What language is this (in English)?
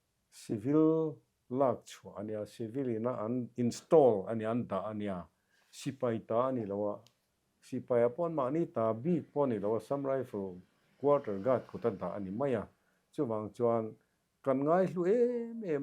Mizo